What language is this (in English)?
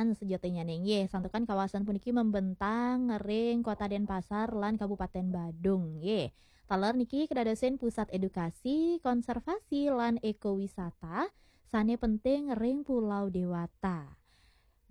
Balinese